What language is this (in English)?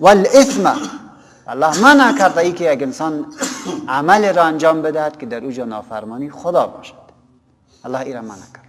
Persian